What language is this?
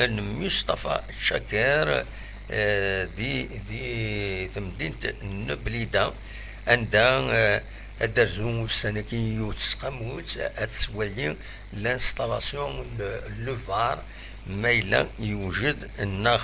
Kabyle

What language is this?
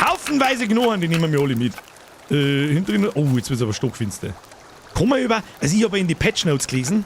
Bavarian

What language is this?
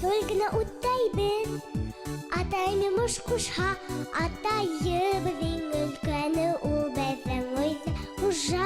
Bashkir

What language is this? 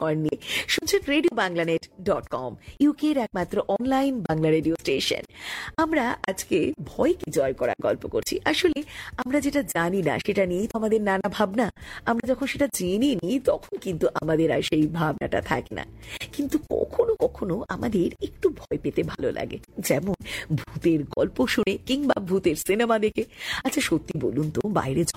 Bangla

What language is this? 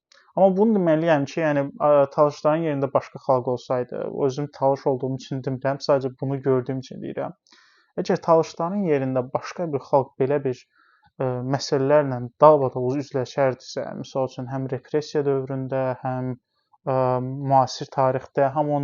Azerbaijani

